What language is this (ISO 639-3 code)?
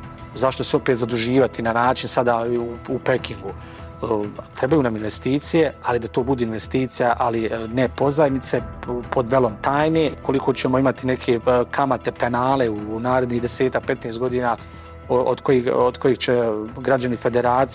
bos